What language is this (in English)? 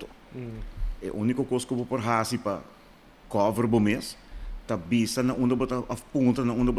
Papiamento